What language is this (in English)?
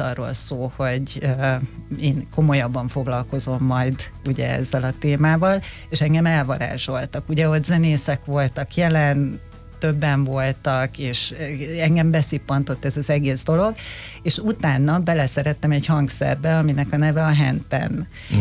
Hungarian